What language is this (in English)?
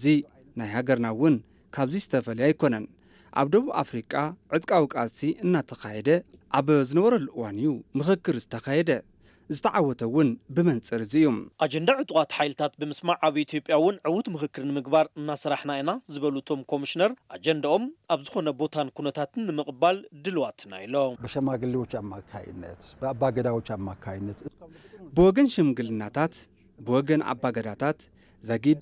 Tigrinya